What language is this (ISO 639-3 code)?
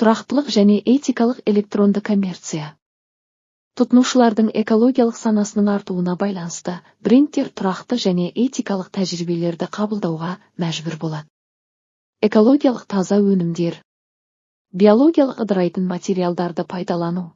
kaz